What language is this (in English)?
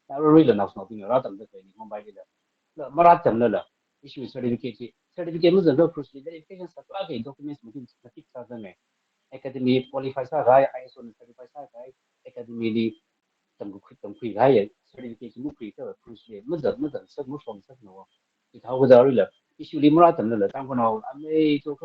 Tangkhul Naga (India)